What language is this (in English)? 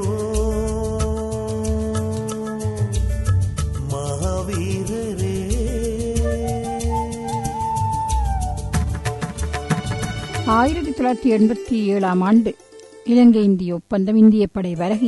Tamil